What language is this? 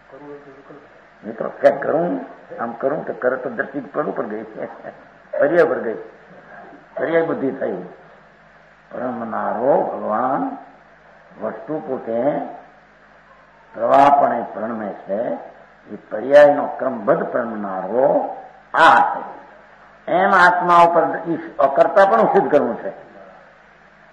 Gujarati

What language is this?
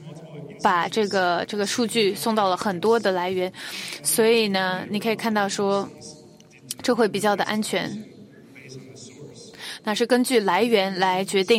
Chinese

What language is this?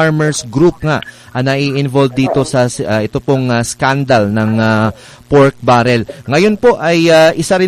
Filipino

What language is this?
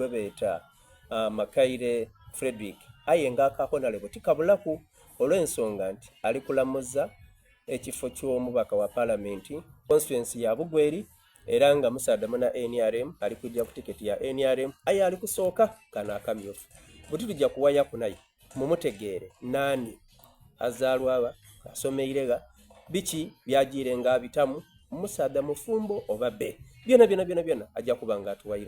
Soga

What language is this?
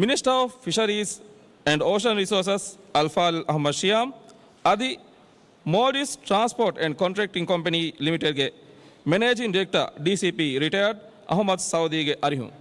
Divehi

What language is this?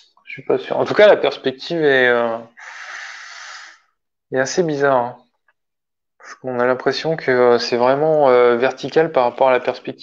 French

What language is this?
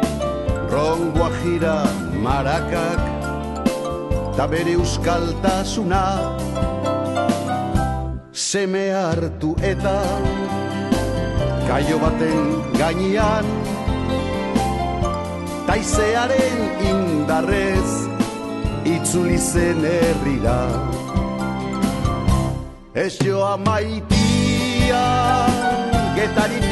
Basque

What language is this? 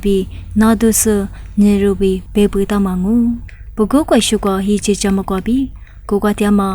Lisu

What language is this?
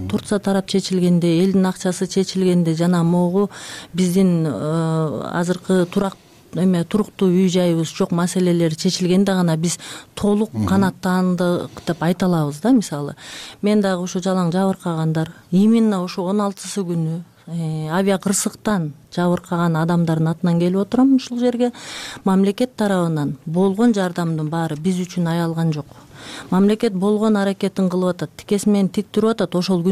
Kyrgyz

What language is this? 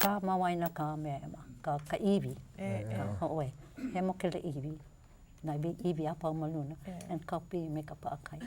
Hawaiian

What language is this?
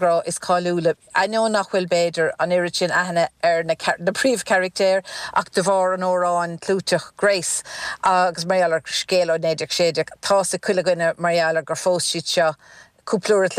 Irish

